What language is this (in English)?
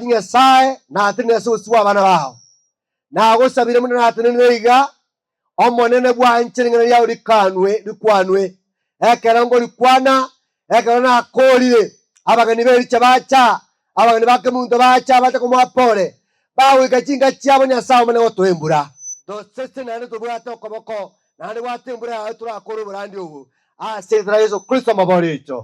Gusii